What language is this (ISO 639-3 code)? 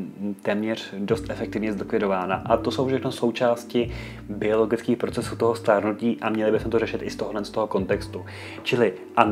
ces